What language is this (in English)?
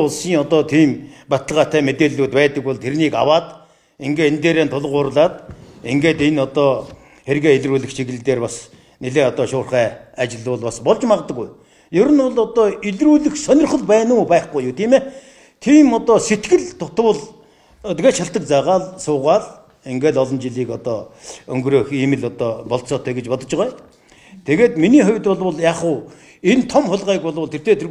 Mongolian